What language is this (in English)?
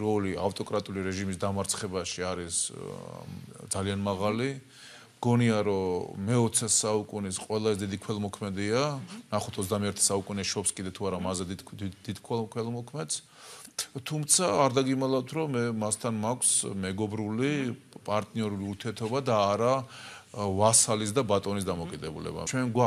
Georgian